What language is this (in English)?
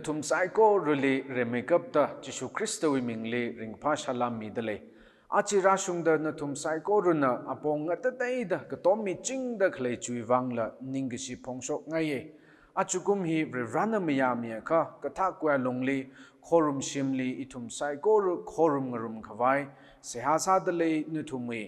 Tangkhul Naga (India)